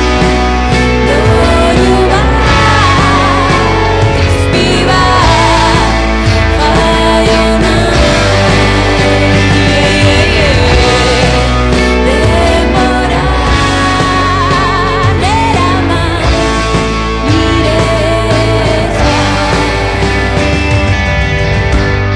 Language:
Basque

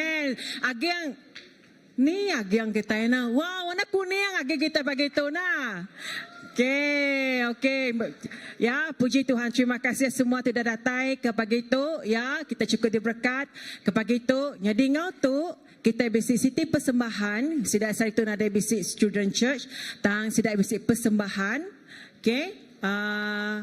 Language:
Iban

